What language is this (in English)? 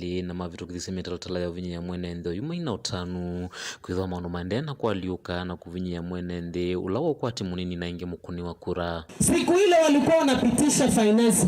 Kamba